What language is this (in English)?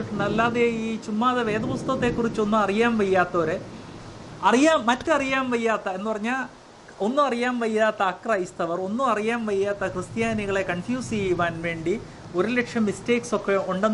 Malayalam